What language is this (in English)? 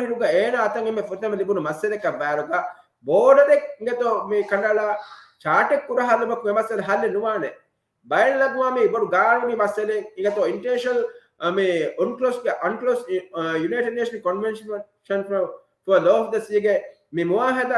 Divehi